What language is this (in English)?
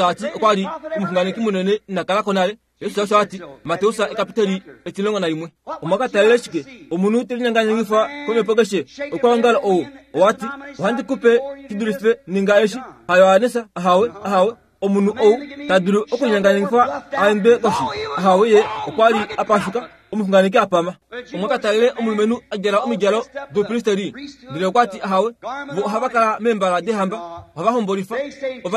Kuanyama